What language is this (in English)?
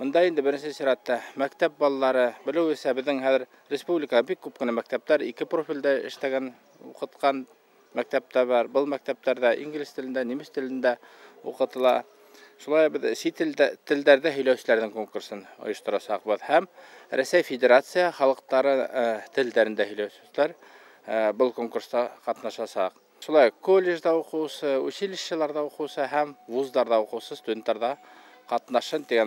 Bashkir